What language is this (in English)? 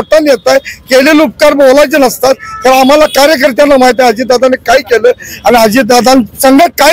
Marathi